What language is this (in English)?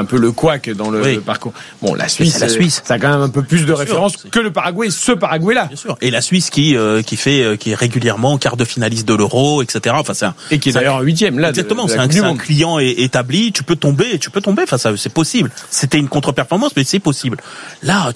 French